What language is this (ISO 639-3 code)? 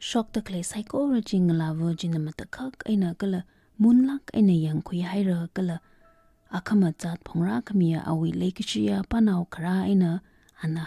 nmf